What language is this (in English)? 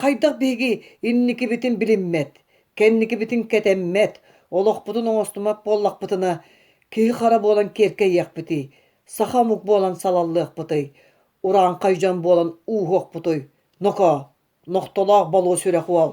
Yakut